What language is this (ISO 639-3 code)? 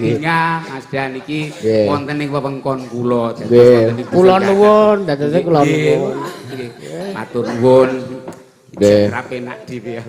jav